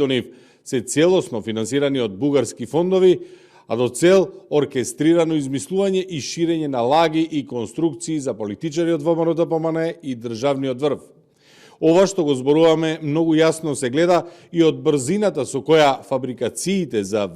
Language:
Macedonian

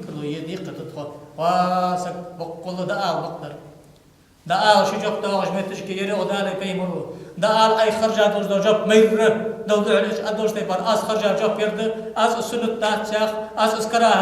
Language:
Ingush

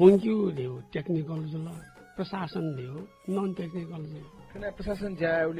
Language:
Newari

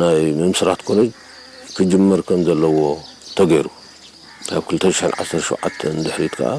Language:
Tigrinya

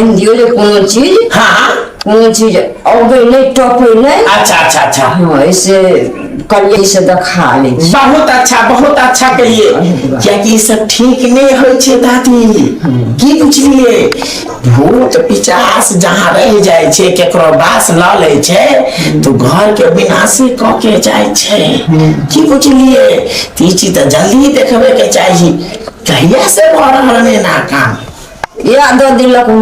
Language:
Maithili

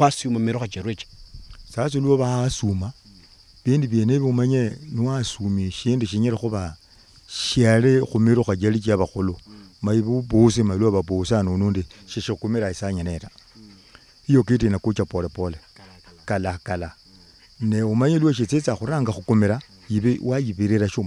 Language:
Luyia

